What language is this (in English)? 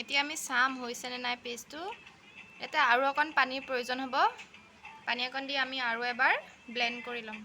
Assamese